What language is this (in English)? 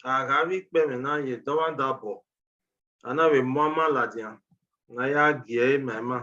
Bini